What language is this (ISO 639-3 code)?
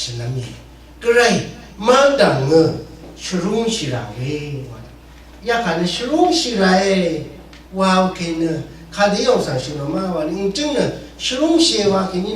raw